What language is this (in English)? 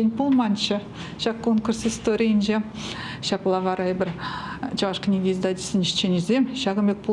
Chuvash